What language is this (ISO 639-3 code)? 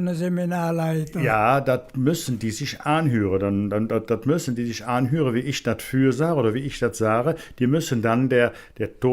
ksh